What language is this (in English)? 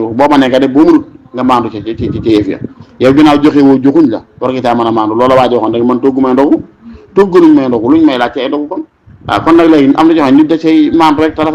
Wolof